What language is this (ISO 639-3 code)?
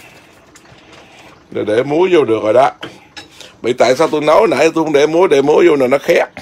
vie